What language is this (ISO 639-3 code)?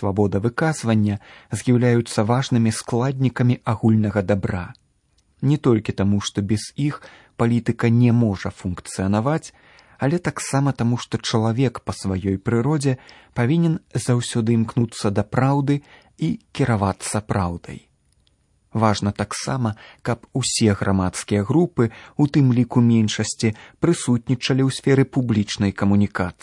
bel